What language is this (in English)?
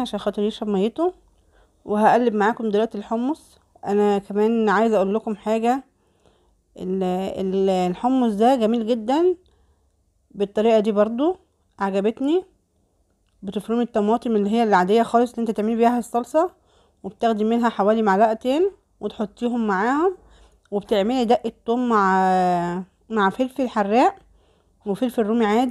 Egyptian Arabic